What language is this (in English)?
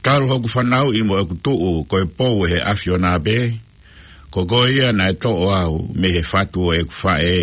Tongan